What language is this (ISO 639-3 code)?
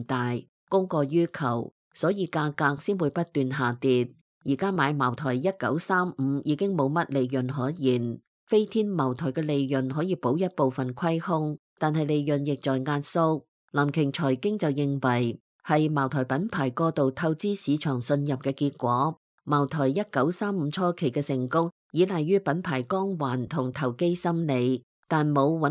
yue